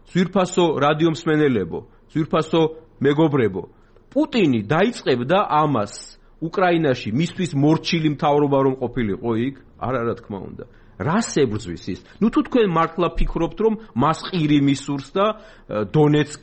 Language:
Georgian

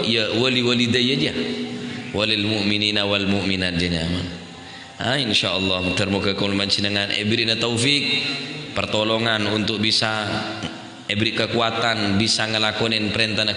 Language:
Madurese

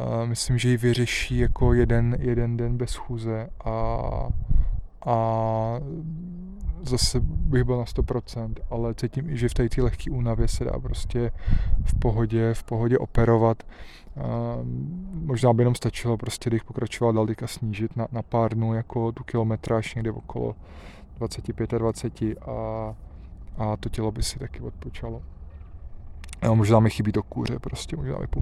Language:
Czech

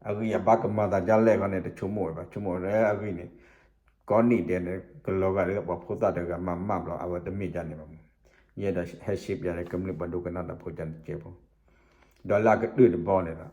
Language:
S'gaw Karen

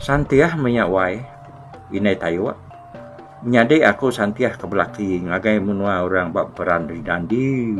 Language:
Iban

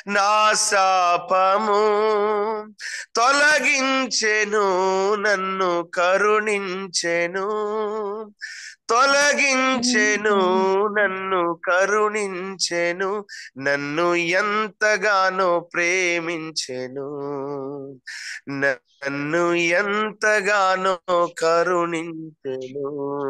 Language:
Telugu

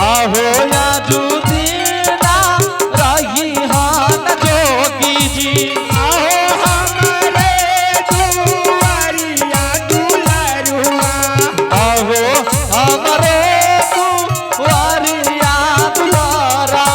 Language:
Angika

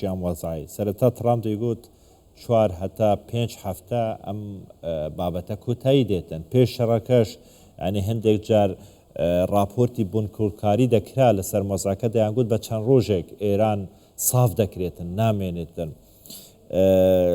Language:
Central Kurdish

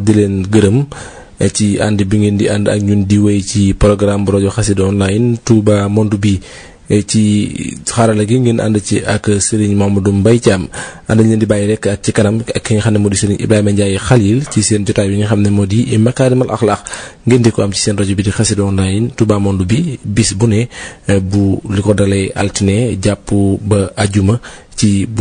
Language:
Wolof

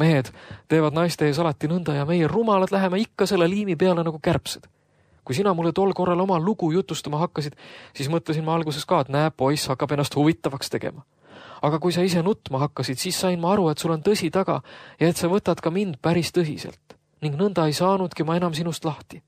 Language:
Estonian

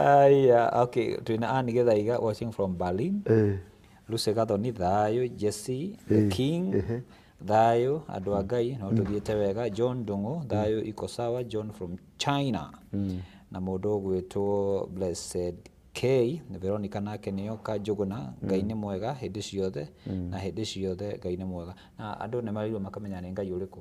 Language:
Kikuyu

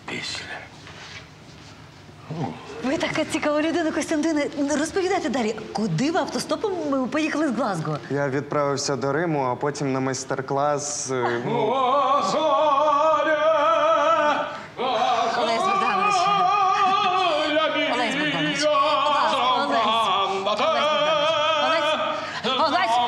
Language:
Ukrainian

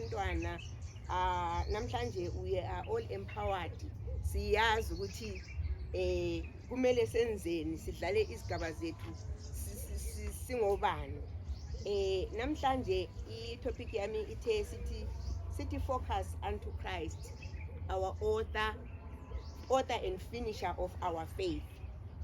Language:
Zulu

